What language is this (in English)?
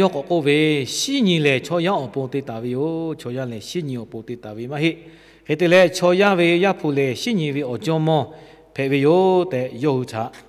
Lahu